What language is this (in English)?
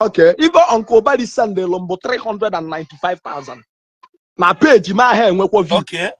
Igbo